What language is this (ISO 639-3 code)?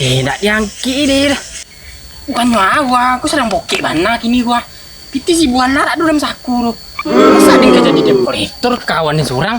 min